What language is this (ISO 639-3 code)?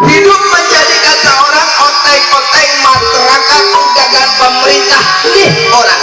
bew